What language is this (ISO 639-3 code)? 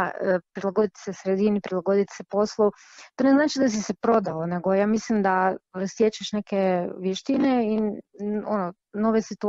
hrv